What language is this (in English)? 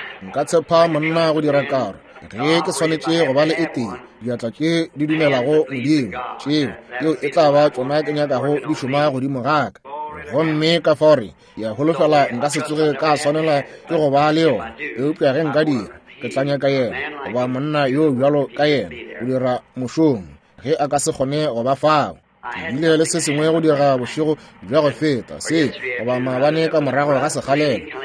Northern Sotho